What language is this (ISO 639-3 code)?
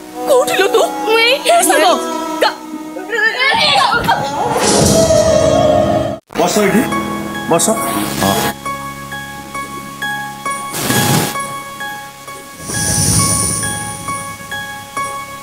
ori